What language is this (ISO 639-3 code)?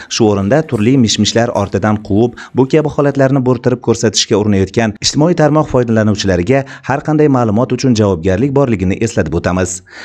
uzb